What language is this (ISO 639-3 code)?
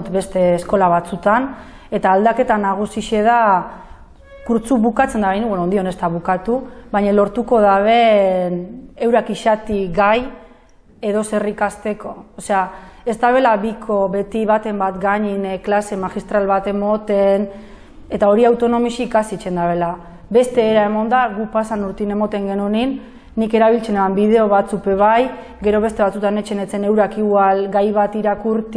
eus